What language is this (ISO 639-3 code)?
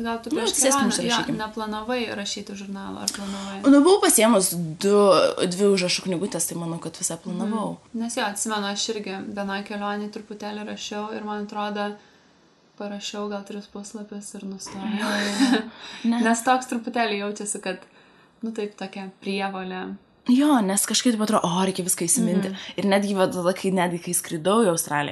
lit